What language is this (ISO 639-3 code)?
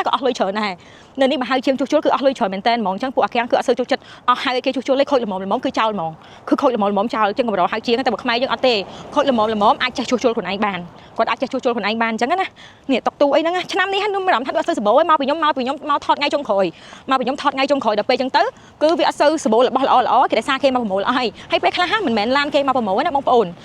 khm